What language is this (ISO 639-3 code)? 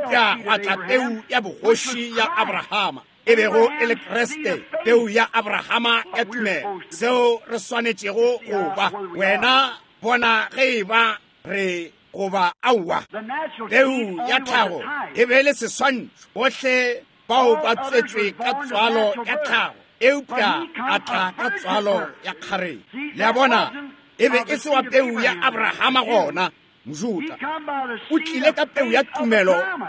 nso